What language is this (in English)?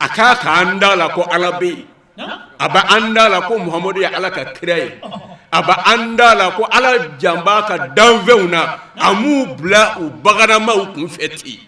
Bambara